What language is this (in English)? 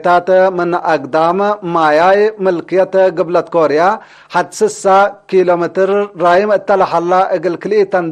Tigre